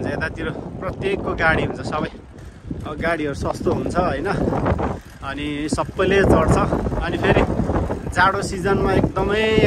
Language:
Nepali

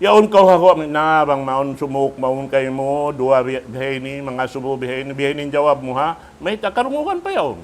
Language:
Tausug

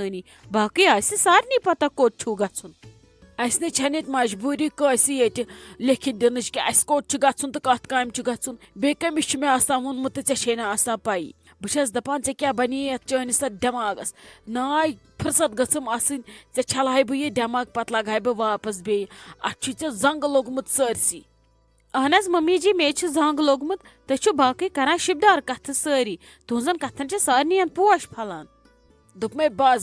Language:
Kashmiri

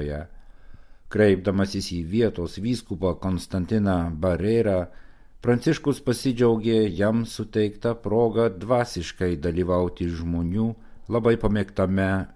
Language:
Lithuanian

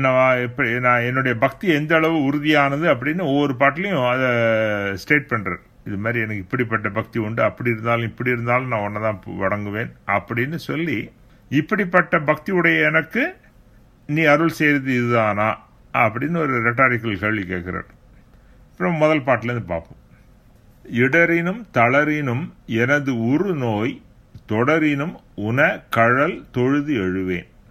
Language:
Tamil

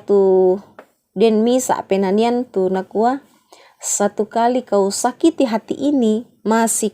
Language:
Toraja-Sa'dan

